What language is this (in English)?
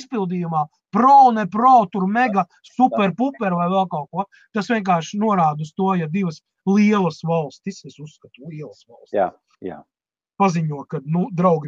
Latvian